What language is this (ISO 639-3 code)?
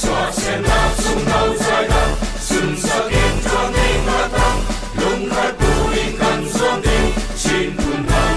cfm